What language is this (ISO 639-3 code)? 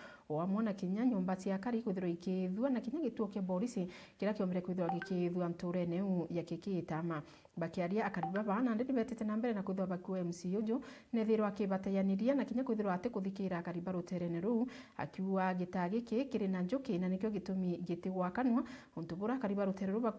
mer